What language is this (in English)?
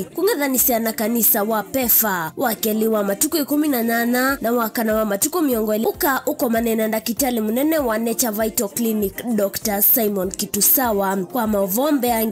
Kamba